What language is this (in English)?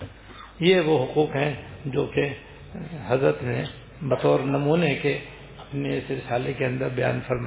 Urdu